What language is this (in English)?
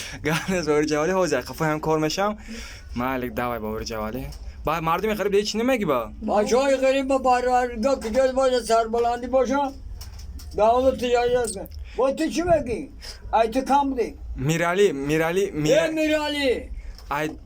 Tajik